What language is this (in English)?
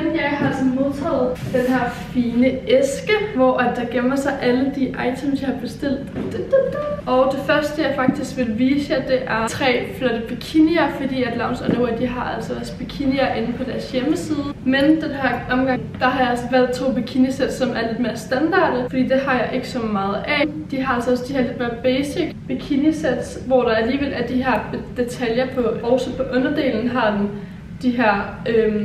Danish